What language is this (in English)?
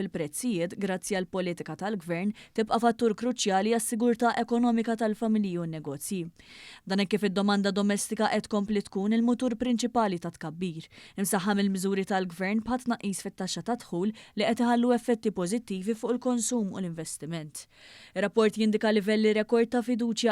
Maltese